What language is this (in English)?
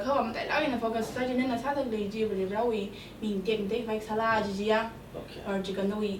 Tangkhul Naga (India)